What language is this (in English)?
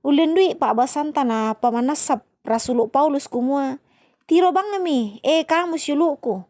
Toraja-Sa'dan